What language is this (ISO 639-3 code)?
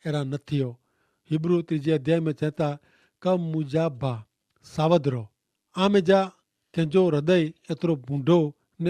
kfr